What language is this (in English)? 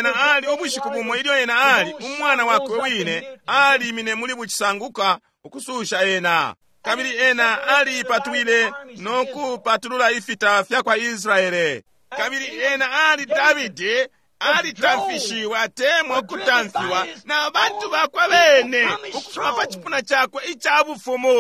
Bemba